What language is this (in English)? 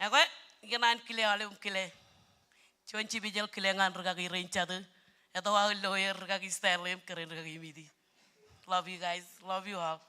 Marshallese